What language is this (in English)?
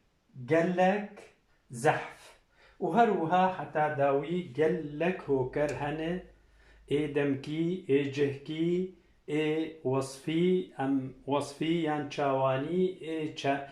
Kurdish